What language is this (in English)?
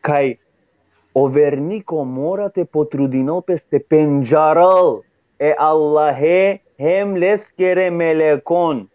Balkan Romani